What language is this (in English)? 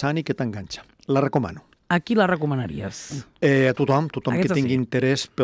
Catalan